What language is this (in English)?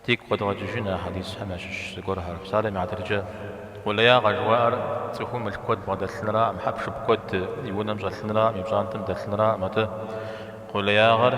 Kabardian